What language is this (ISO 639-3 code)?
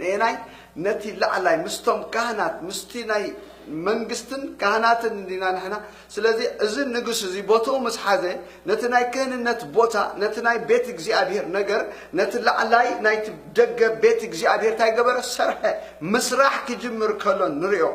tir